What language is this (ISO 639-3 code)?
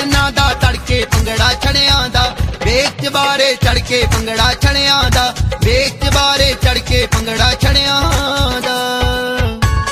pan